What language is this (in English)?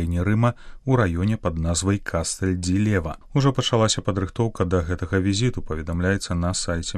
Belarusian